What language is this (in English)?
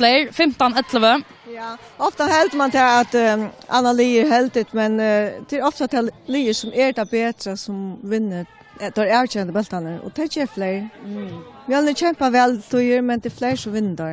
Faroese